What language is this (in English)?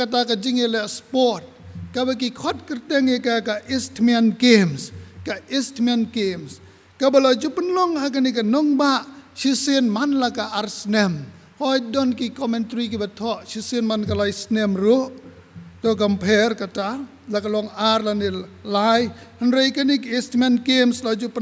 Khasi